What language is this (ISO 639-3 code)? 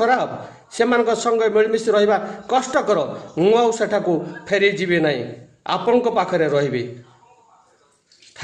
ori